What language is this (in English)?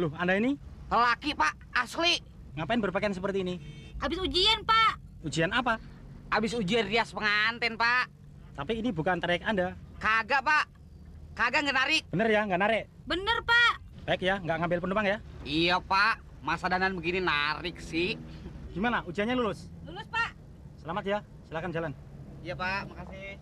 Betawi